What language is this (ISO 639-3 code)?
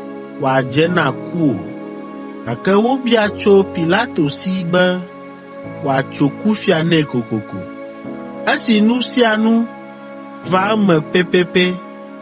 ewe